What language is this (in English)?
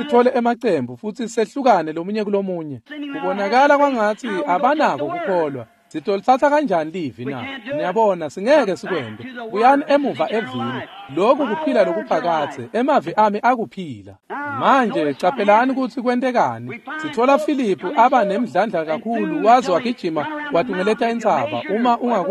Swati